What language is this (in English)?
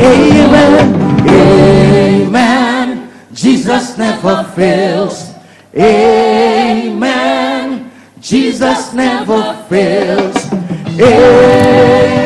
Ewe